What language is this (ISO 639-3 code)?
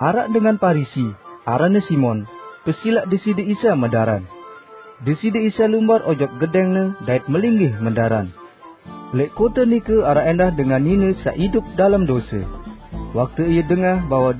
sas